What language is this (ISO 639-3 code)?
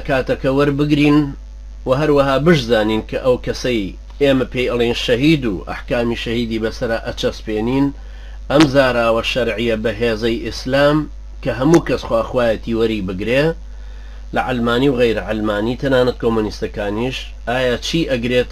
ckb